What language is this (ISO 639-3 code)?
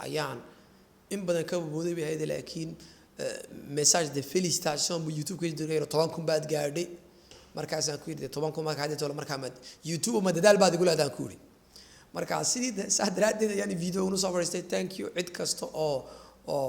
som